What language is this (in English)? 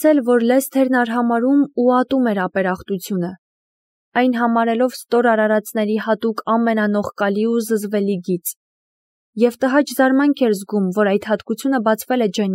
Armenian